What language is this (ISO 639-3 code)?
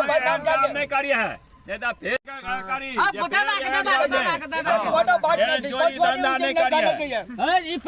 mai